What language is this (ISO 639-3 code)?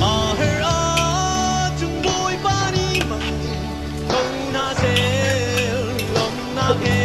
cnh